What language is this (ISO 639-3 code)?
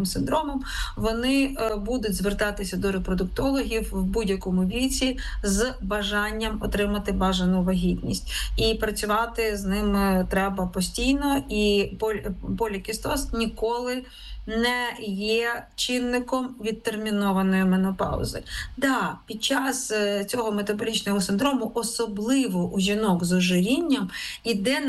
ukr